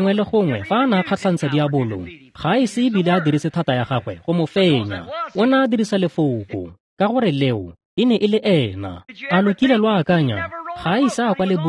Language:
Tswana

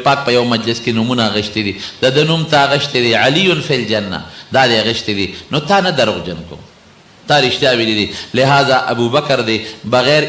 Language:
Pashto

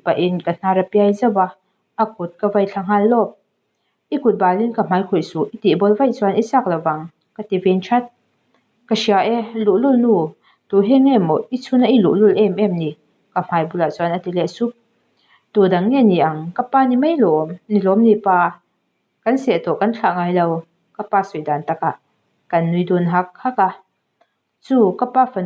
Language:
Mizo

